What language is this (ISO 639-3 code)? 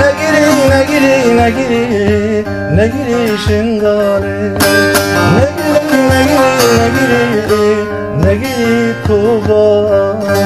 kur